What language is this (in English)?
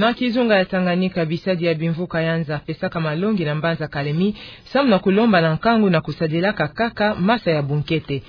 Kituba (Democratic Republic of Congo)